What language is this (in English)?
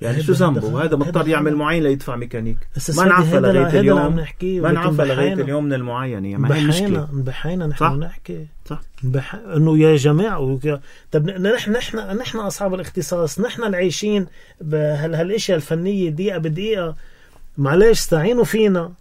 North Levantine Arabic